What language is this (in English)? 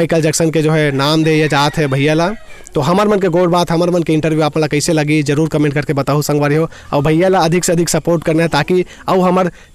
Chhattisgarhi